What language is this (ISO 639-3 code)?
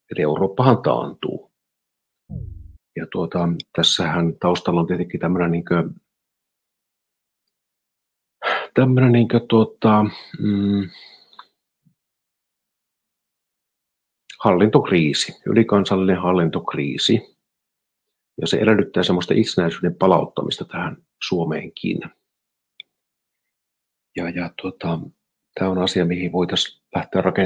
fin